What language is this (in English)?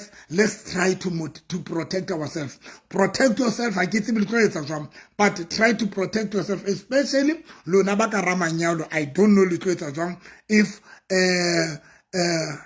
Southern Sotho